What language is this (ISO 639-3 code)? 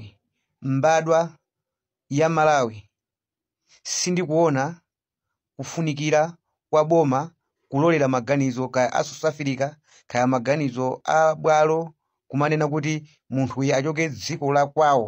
nya